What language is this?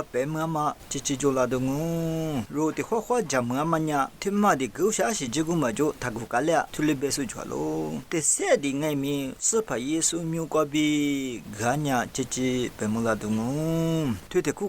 Lisu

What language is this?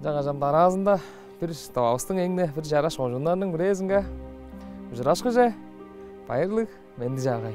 Tuvinian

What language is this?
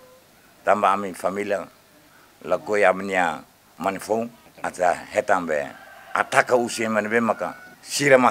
Tetum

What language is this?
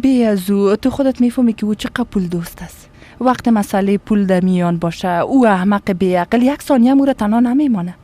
Persian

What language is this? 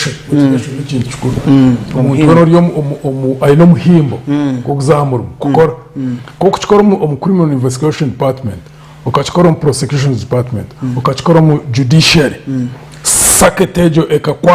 Nyankole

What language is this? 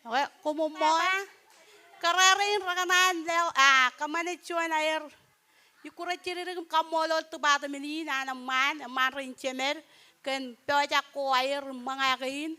Marshallese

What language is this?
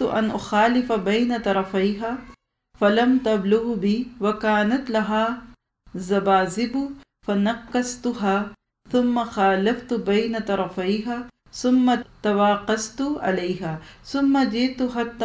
Urdu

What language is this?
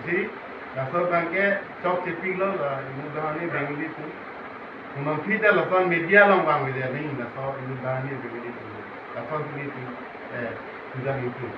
Karbi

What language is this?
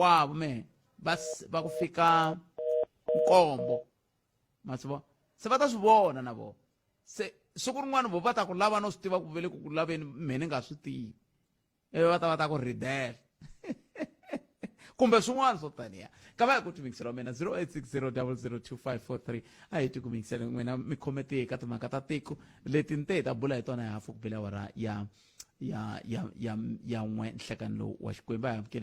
Tsonga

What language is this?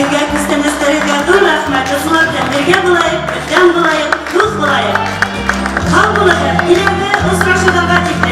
Bashkir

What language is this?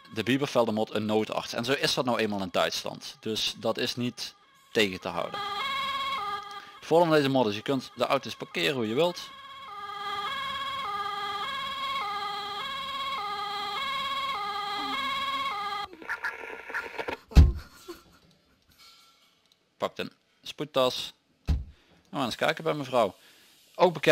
Dutch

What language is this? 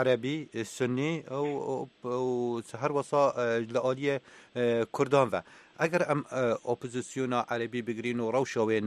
Kurdish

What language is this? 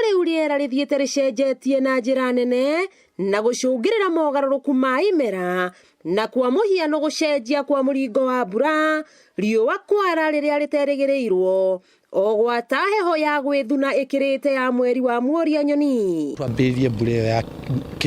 Kikuyu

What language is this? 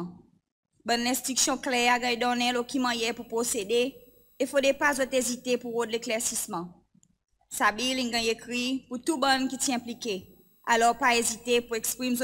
Seselwa Creole French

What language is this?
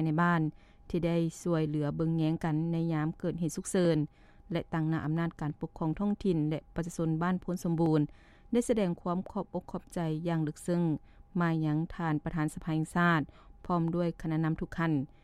Lao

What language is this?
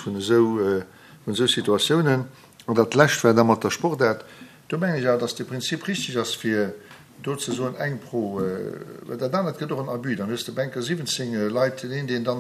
Luxembourgish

